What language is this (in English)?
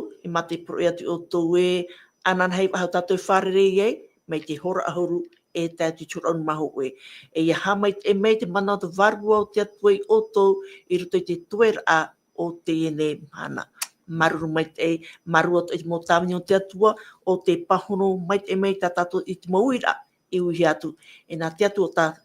Tahitian